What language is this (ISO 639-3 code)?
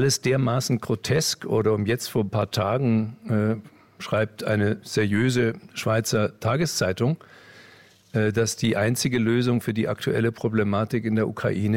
deu